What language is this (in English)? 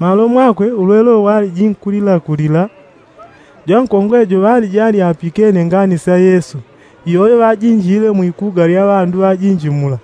Yao